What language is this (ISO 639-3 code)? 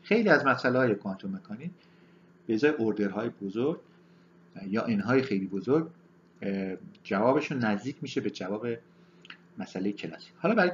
fas